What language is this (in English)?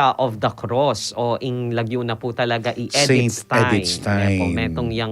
Pampanga